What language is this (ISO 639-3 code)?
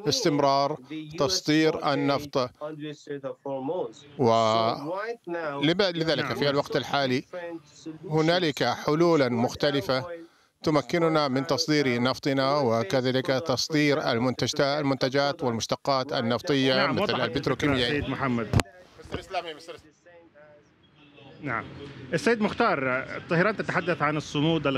ara